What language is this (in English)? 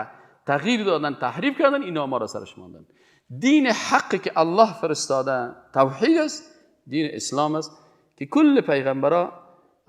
Persian